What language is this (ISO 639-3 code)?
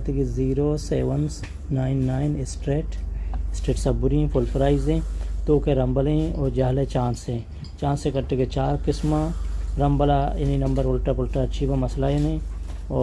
bal